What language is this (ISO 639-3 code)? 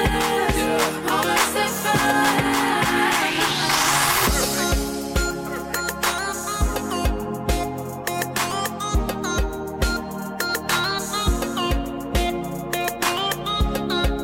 afr